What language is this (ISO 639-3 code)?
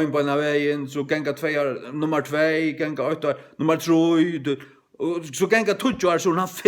fao